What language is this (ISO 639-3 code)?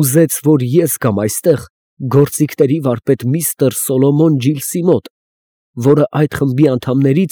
hye